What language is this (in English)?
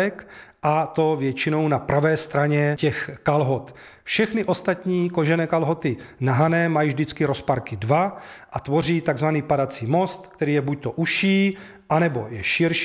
Czech